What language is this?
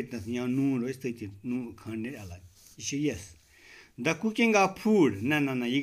Kashmiri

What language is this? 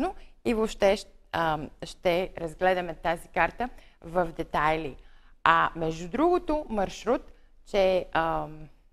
Bulgarian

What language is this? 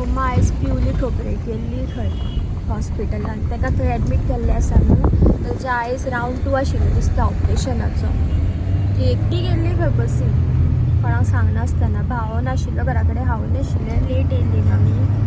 Konkani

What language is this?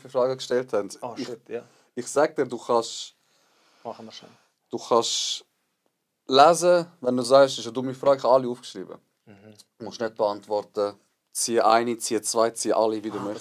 Swiss German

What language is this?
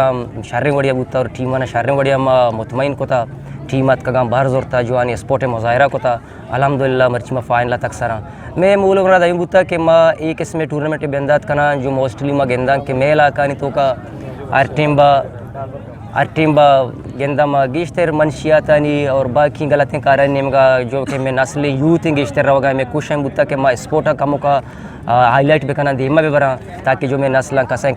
Eastern Balochi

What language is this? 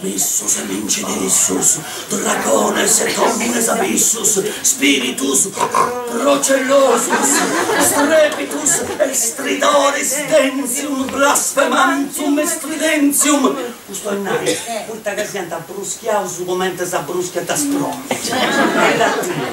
Sardinian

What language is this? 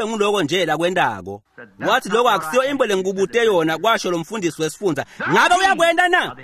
Swati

